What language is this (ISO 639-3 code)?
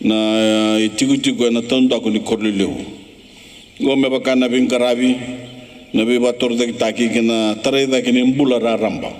fij